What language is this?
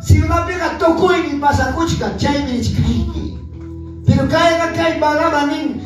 Quechua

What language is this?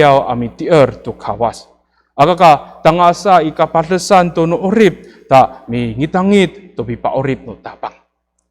Amis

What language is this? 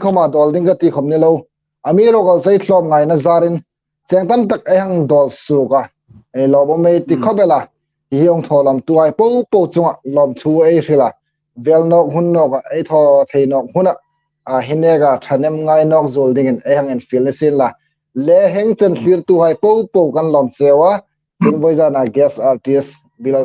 Hmar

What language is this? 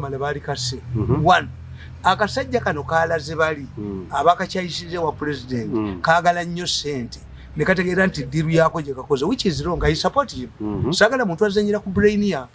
Ganda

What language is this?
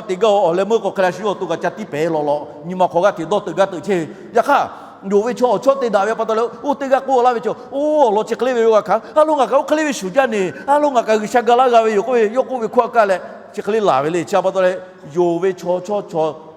Lahu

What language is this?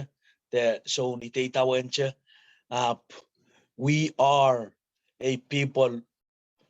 Pohnpeian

